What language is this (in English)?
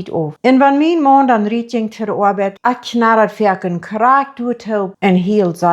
Plautdietsch